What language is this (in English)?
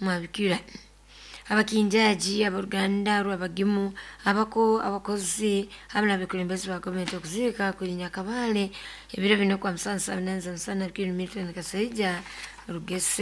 Nyoro